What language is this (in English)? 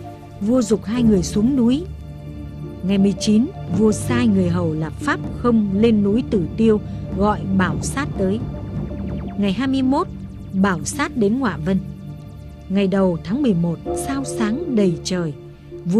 Vietnamese